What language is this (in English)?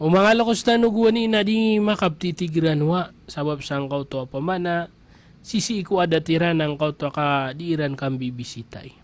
Maranao